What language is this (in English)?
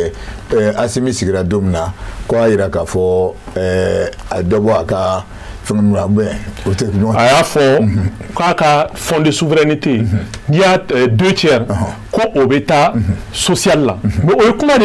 Bambara